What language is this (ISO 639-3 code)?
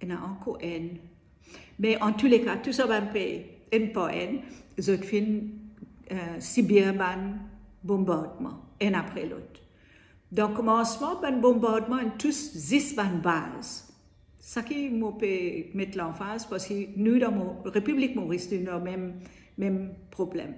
mfe